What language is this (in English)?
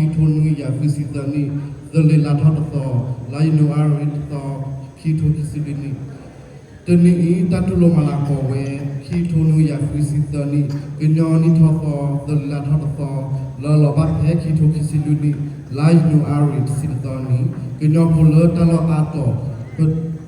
S'gaw Karen